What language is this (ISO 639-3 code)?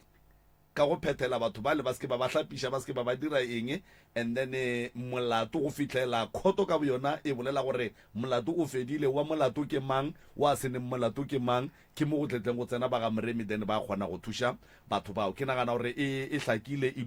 nso